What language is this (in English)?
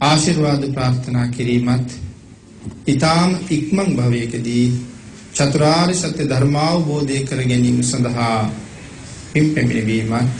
Sinhala